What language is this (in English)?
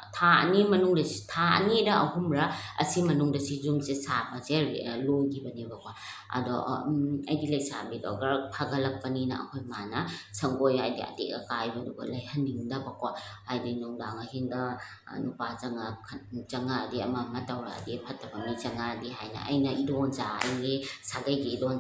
Manipuri